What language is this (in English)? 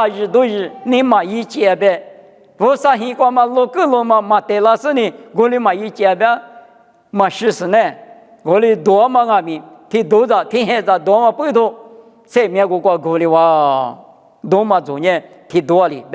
Lisu